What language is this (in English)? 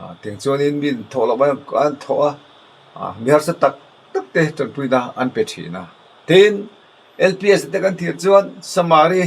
Mizo